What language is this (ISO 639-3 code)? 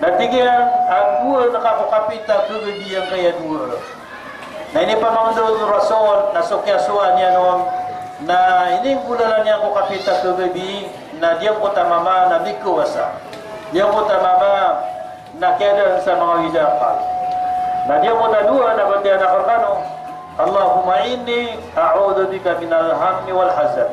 mrw